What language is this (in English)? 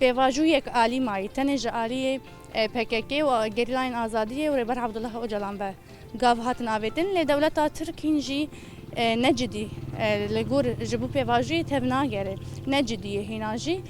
Kurdish